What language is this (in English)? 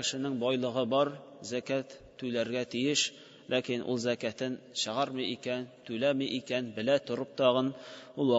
Tatar